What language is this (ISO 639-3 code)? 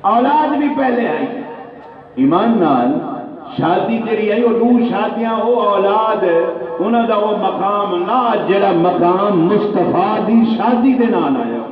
skr